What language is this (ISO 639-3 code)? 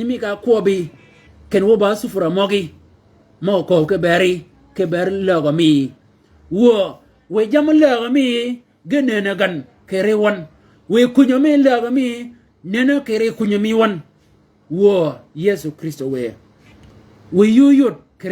shk